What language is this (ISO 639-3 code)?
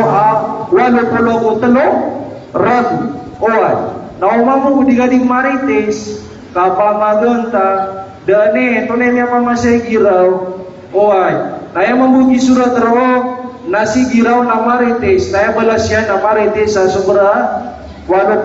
mrw